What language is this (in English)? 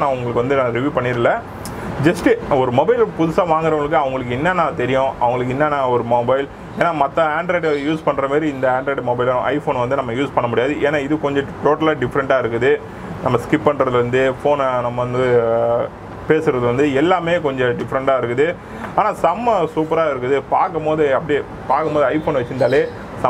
Tamil